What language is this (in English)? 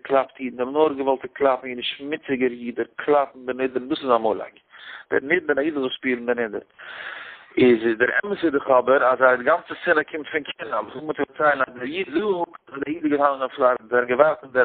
Yiddish